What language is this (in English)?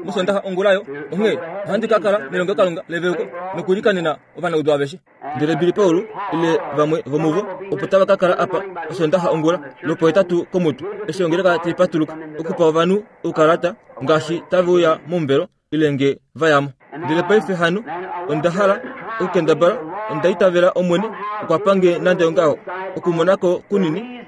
Kuanyama